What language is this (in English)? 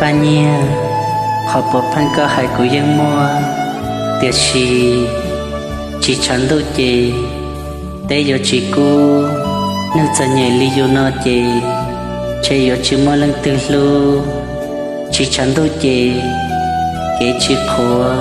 Hmong